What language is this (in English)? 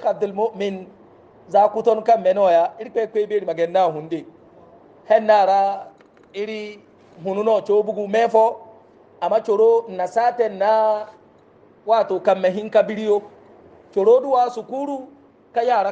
Hausa